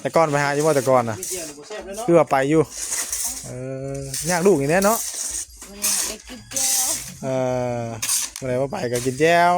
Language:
Northeastern Thai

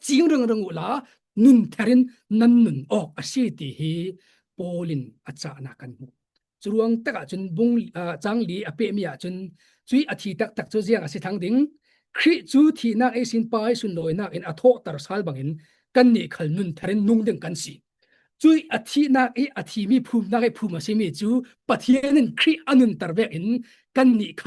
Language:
Falam Chin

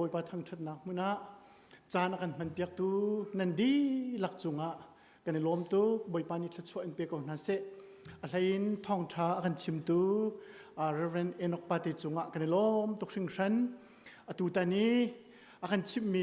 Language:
Hakha Chin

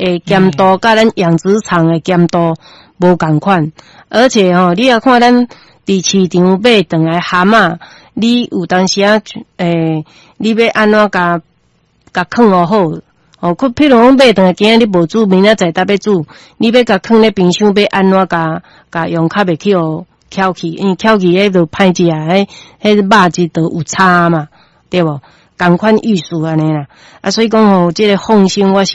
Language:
Min Nan Chinese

